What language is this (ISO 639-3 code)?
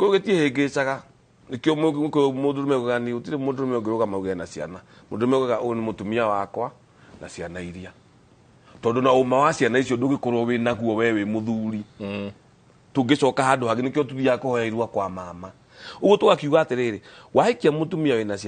kik